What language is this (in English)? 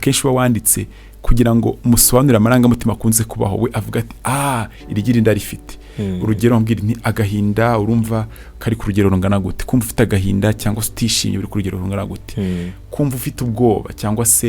Kinyarwanda